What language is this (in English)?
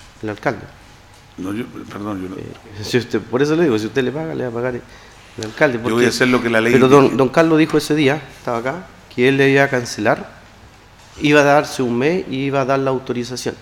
Spanish